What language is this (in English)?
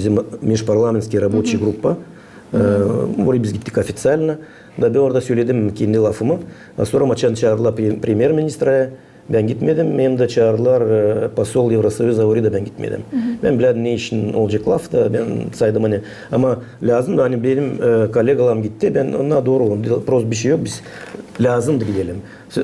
Gagauz